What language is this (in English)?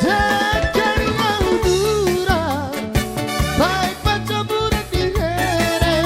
Batak Toba